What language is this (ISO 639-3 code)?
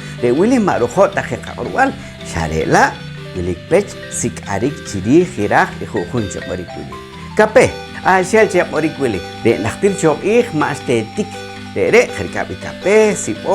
poh